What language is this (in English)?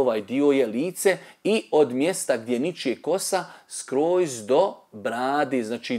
Bosnian